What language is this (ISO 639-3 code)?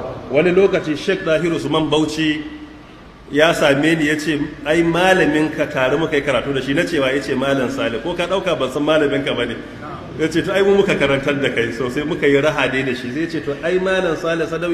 hau